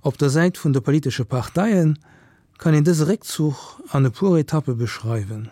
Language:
Luxembourgish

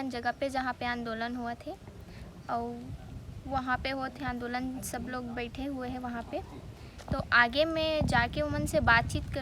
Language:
Chhattisgarhi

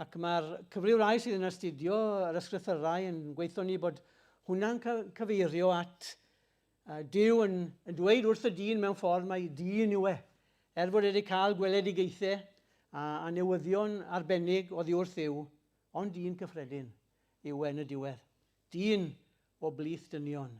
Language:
Welsh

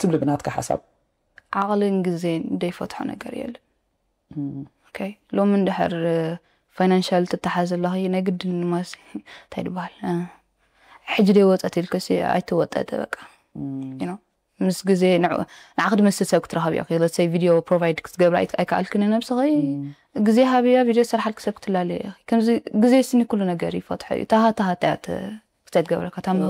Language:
Tigrinya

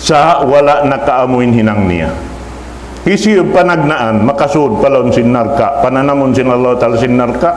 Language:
Tausug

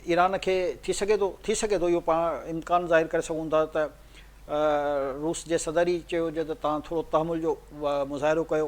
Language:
Sindhi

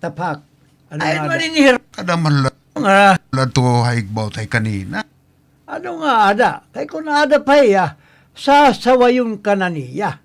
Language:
Waray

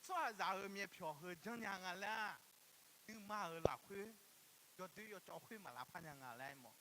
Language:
Akha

